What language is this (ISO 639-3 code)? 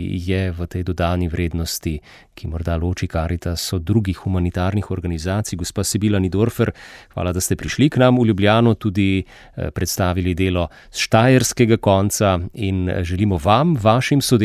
slv